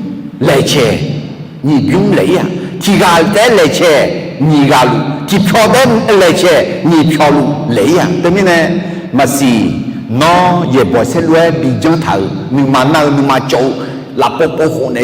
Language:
Akha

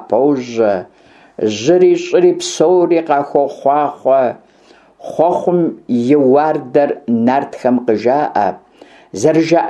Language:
Kabardian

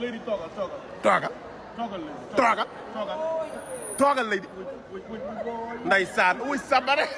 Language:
Wolof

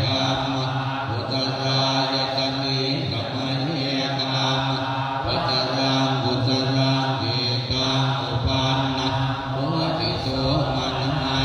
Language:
Pali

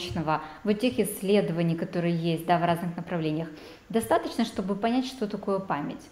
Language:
Russian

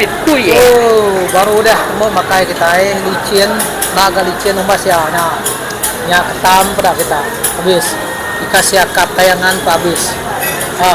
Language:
Iban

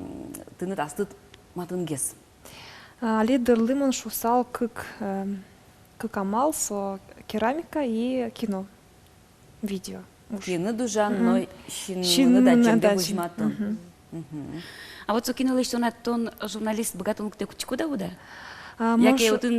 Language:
Udmurt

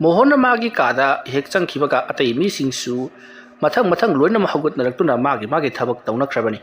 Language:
Manipuri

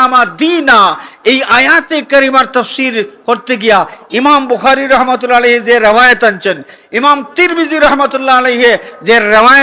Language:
Sylheti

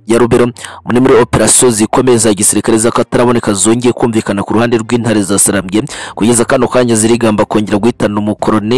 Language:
Kinyarwanda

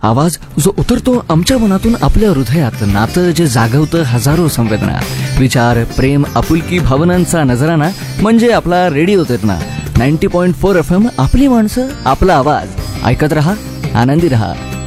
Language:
Marathi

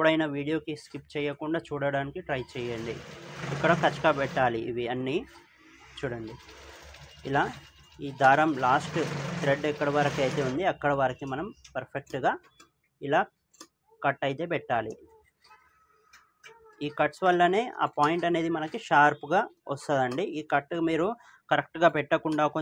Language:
Telugu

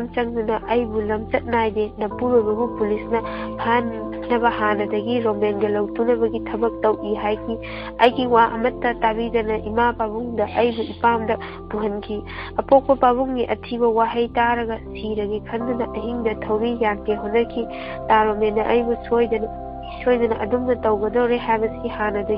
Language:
Manipuri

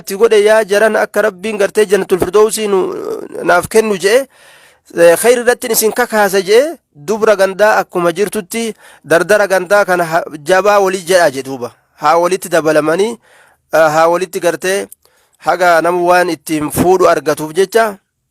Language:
Oromo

